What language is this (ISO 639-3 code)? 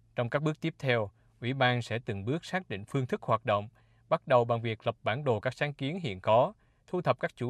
vie